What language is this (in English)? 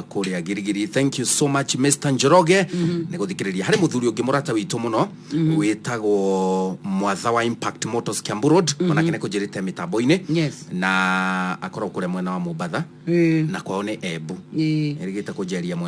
Kikuyu